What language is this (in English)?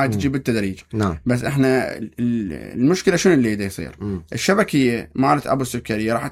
Mesopotamian Arabic